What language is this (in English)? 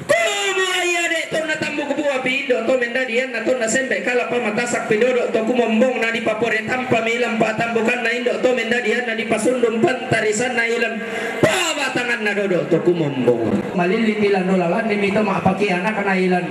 Toraja-Sa'dan